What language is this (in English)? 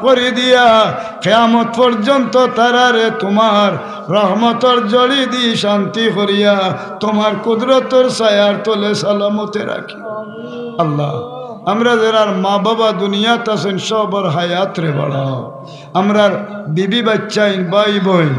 Sylheti